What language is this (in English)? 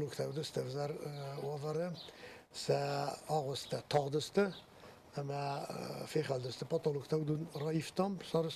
Ossetic